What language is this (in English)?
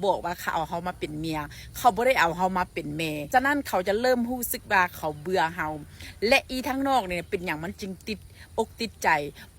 Lao